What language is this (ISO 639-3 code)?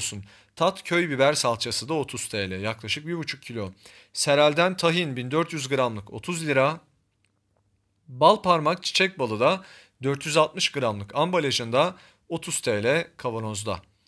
tur